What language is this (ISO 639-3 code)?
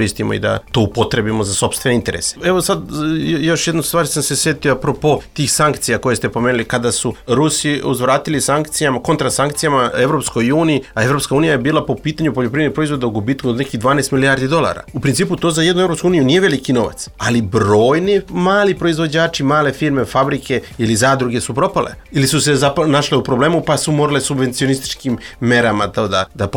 srp